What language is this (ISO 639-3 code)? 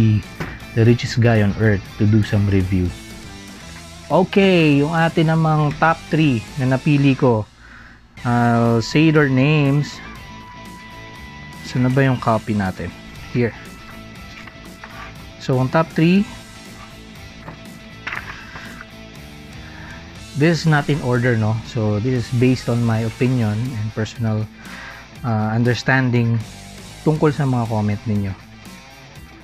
fil